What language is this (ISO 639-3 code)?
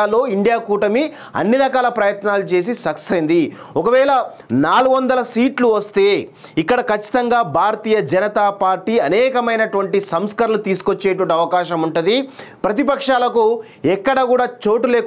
tel